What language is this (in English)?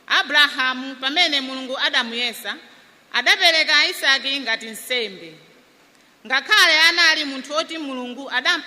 Nyanja